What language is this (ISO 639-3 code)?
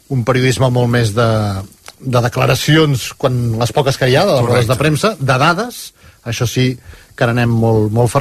cat